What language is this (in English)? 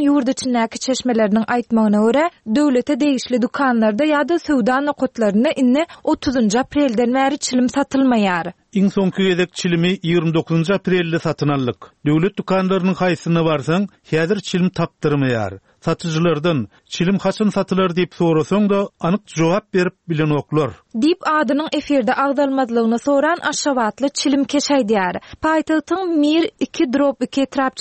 Turkmen